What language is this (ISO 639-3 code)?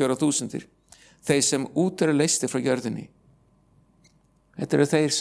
isl